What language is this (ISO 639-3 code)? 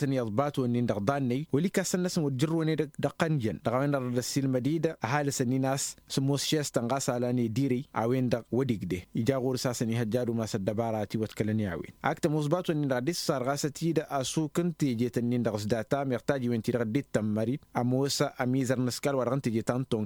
taq